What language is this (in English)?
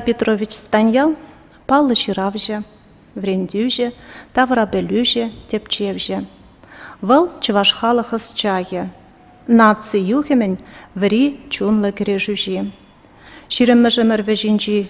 Chuvash